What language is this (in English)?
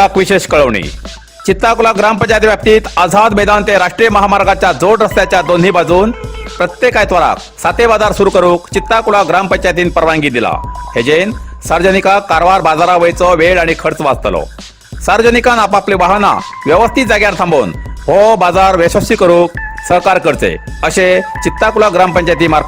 Konkani